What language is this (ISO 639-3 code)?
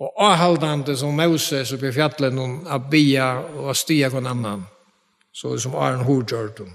fao